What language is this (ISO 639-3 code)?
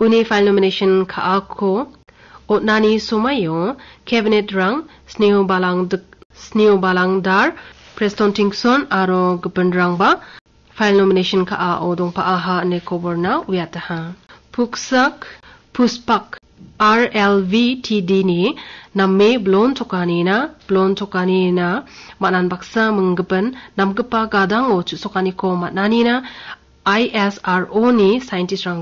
grt